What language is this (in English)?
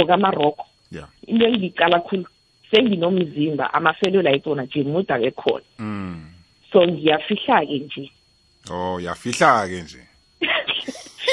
South Ndebele